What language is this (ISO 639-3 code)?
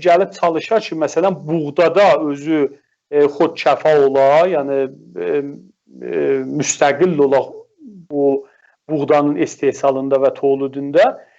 azb